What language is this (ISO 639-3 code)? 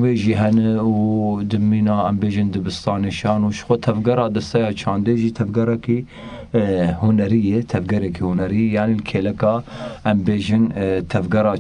kur